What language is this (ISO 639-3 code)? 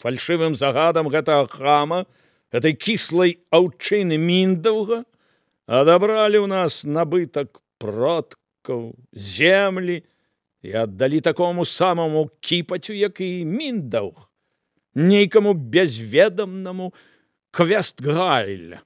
bel